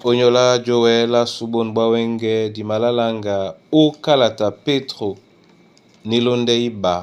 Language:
Duala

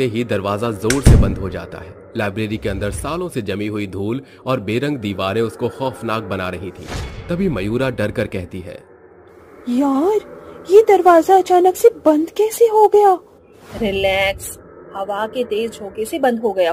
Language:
Hindi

